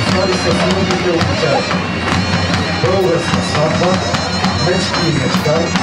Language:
Bulgarian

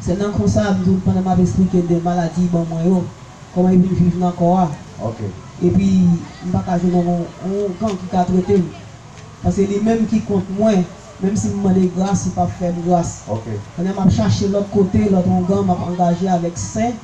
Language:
Haitian Creole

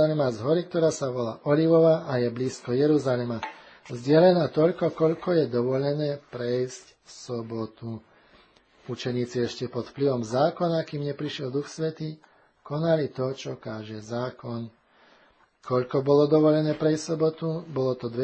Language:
Slovak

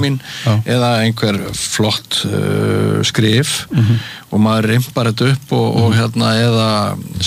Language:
Icelandic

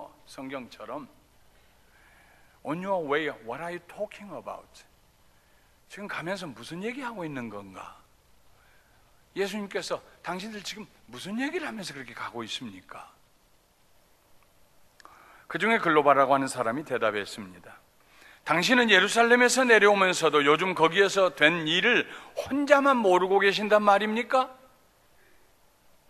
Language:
Korean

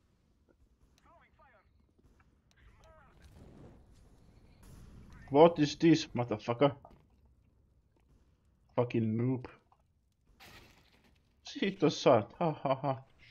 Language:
Finnish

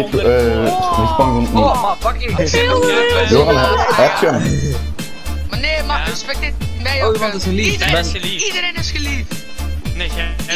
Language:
Dutch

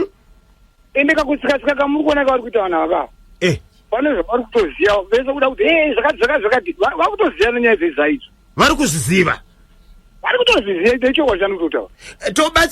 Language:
Shona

